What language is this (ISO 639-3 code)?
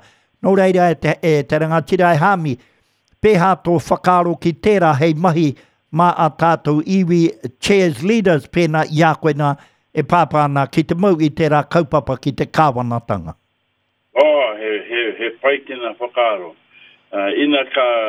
mri